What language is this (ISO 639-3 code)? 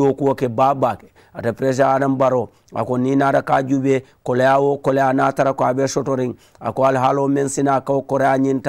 man